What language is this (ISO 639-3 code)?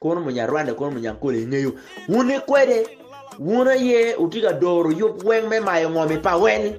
ach